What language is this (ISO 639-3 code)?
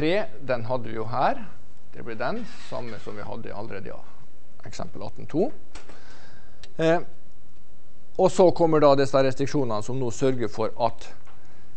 nor